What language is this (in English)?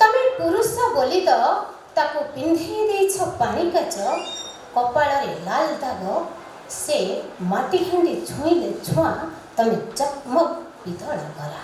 Odia